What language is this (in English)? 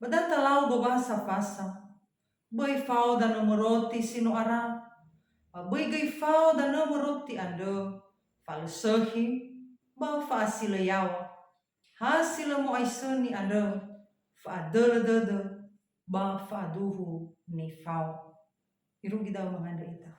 Nias